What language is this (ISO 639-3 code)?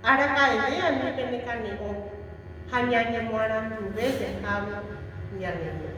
grn